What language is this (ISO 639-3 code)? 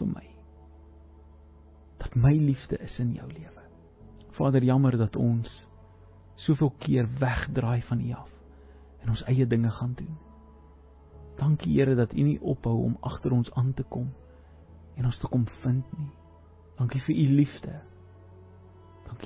afr